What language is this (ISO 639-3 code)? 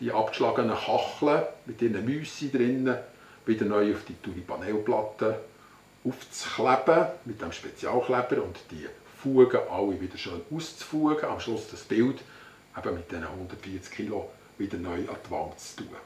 gsw